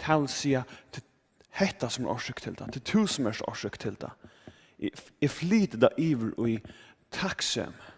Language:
Faroese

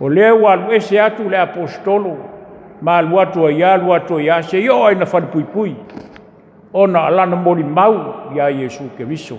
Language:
Samoan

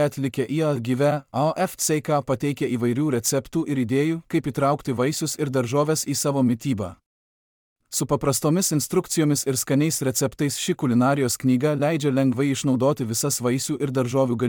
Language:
Lithuanian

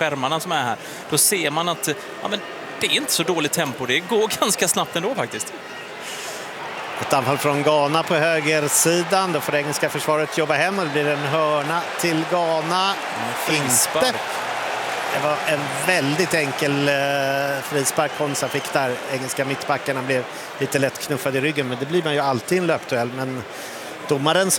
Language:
Swedish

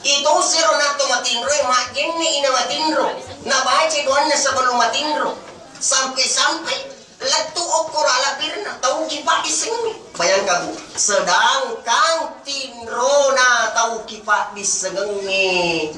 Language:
Buginese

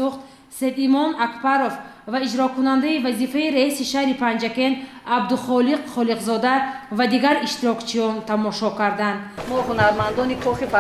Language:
Tajik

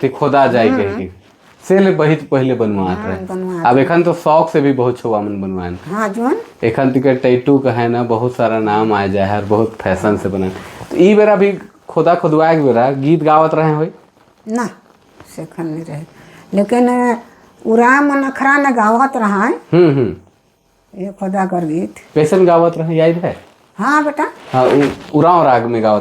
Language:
Sadri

